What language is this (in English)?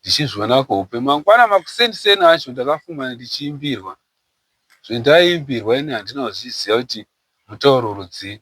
Shona